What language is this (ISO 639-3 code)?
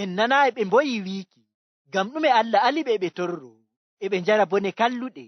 ful